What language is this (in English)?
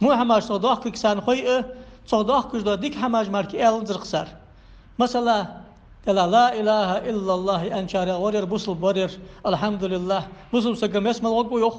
Ingush